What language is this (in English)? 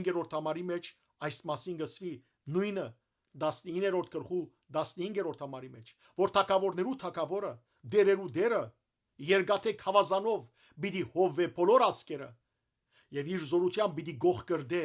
Western Armenian